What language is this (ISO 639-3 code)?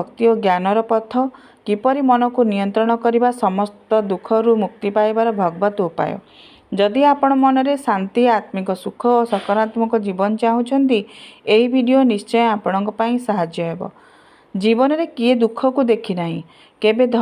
ori